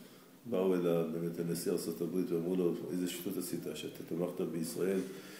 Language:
Hebrew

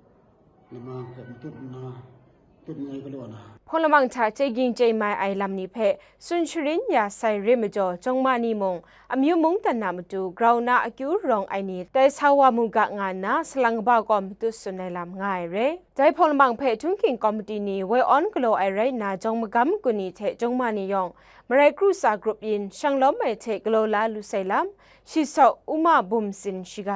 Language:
Kachin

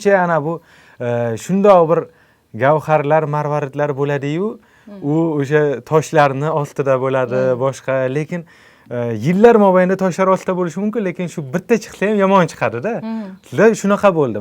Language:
Uzbek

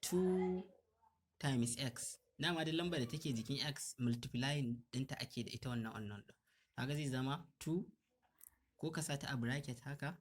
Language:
Hausa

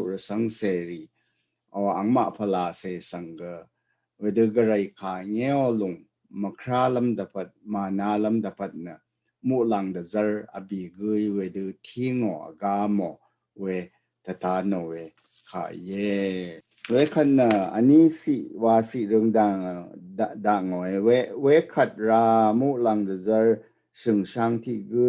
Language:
Rawang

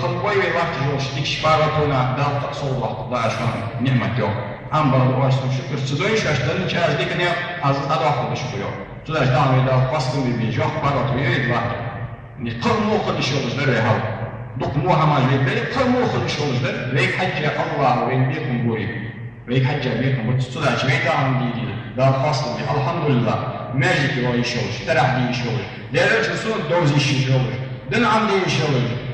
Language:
Ingush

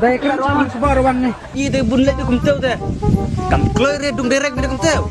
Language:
Khasi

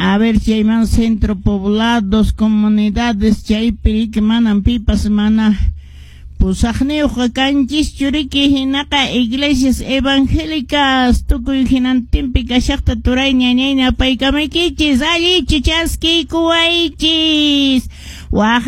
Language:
Quechua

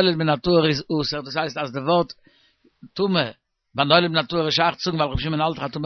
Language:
Yiddish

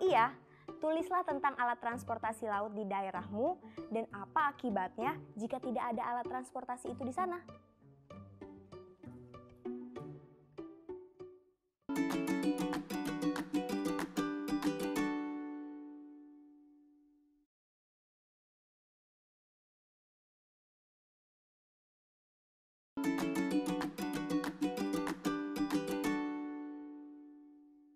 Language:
Indonesian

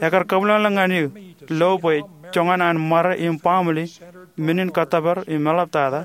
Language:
Marshallese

